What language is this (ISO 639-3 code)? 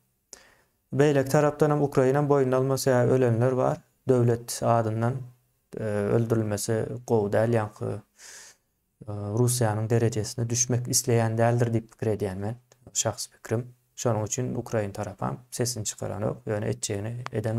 tuk